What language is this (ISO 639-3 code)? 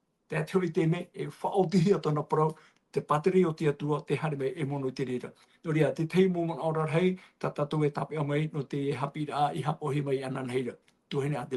tah